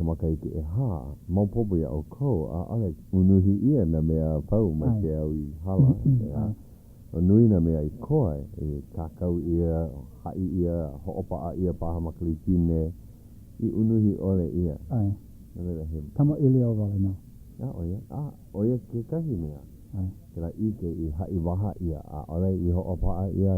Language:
Hawaiian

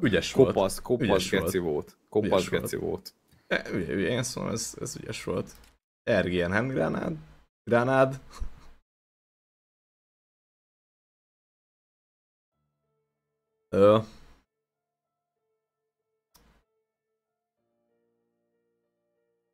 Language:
Hungarian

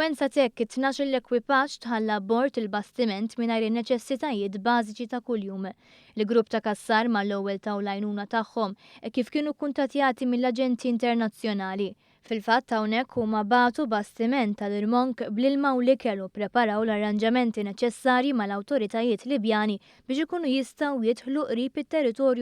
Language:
Maltese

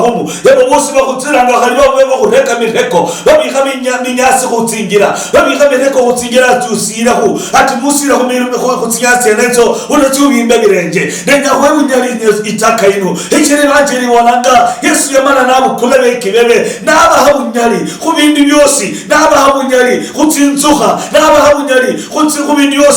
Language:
Luyia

